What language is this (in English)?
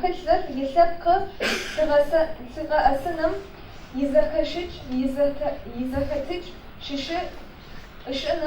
Adyghe